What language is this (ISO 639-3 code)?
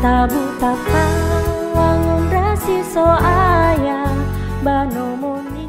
nia